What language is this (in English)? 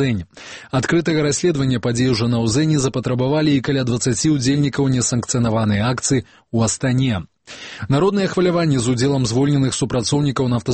Belarusian